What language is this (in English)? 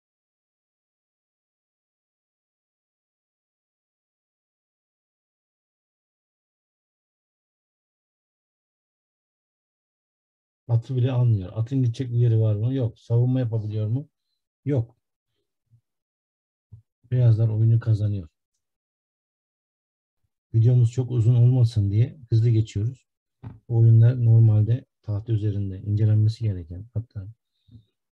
Turkish